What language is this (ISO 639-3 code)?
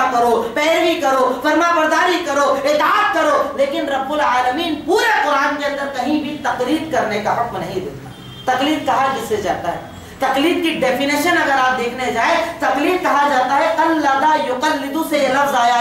urd